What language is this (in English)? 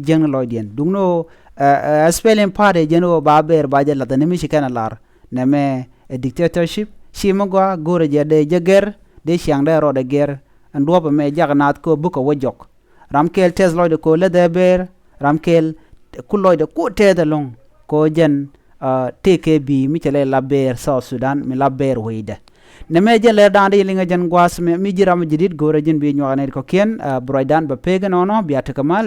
Nuer